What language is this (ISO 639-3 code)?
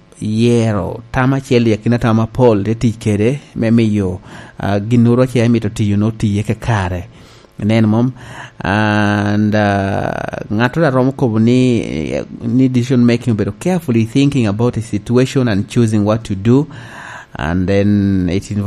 laj